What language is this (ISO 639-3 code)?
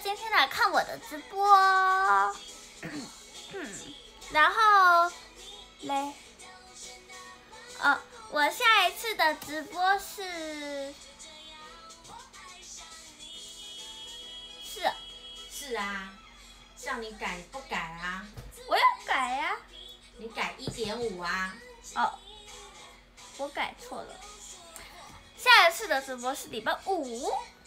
zho